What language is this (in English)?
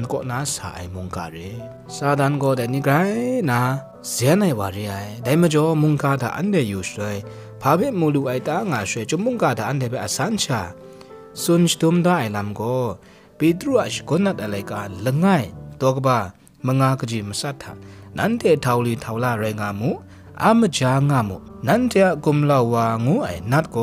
Kachin